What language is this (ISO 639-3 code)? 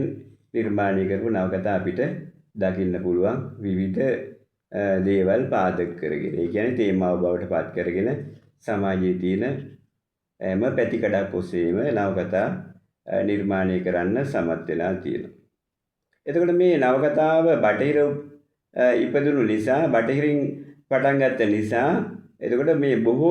sin